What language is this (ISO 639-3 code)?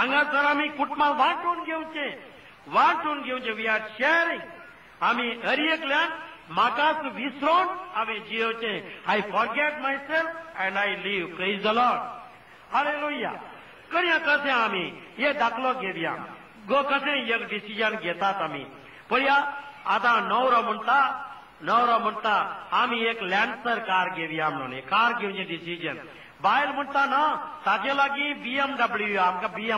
kok